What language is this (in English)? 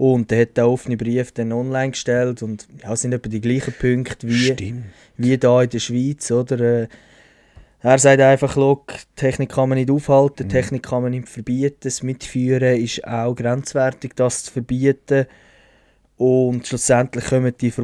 Swiss German